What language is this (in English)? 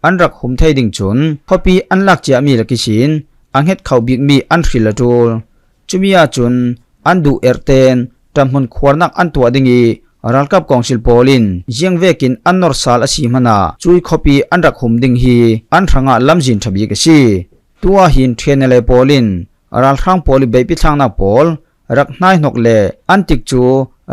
Falam Chin